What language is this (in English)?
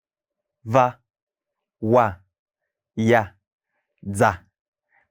Tiv